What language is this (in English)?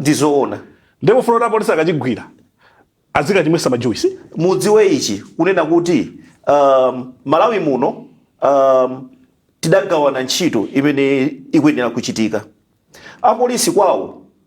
Nyanja